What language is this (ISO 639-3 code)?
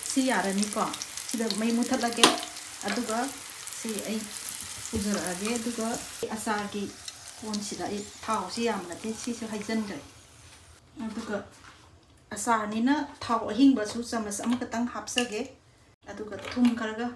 mni